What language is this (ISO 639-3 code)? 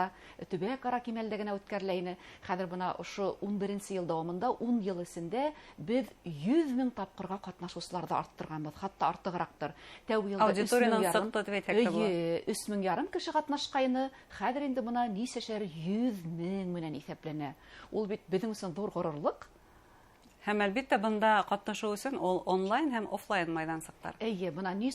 bak